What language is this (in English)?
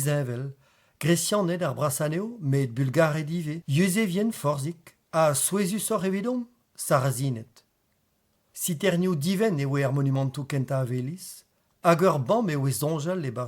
Breton